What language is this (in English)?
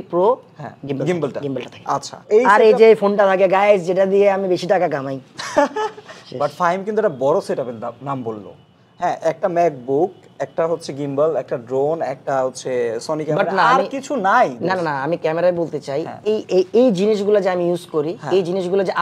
Bangla